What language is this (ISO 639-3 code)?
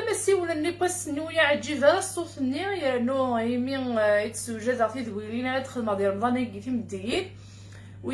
kab